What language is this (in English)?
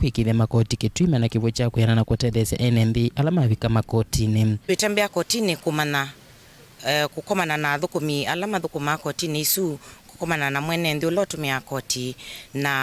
Kamba